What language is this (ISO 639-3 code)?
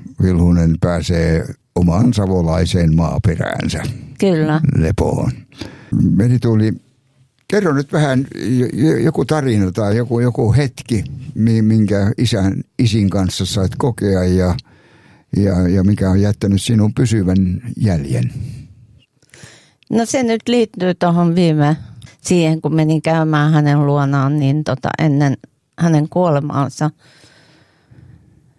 fin